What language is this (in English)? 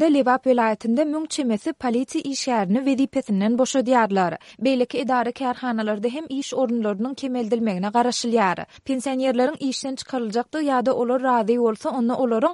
Turkmen